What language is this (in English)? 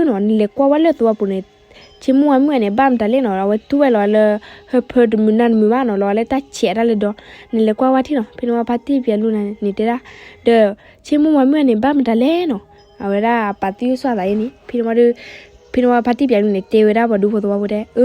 S'gaw Karen